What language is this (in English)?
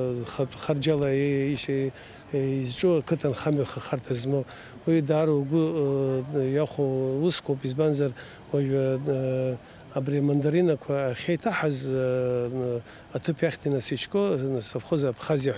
Abkhazian